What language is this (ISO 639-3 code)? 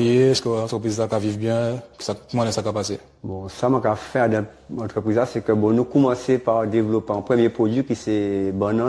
gcf